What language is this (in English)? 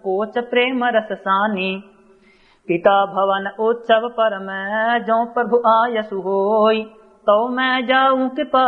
Awadhi